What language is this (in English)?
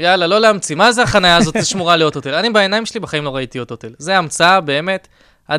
Hebrew